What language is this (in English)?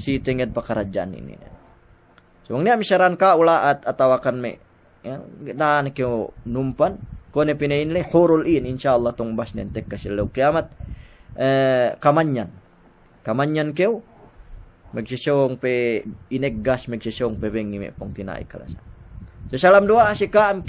Yakan